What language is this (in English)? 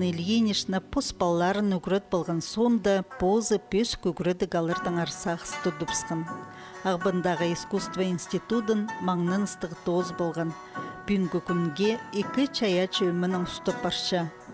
Khakas